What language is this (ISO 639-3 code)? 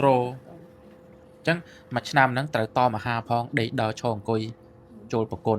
khm